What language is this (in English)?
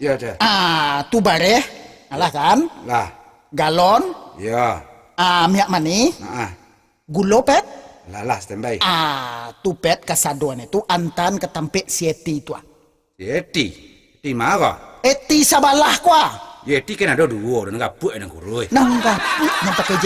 Minangkabau